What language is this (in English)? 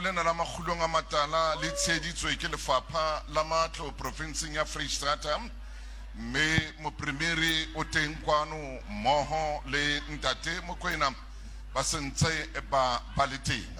Southern Sotho